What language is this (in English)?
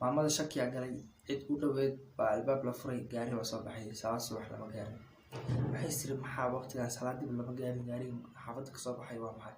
Somali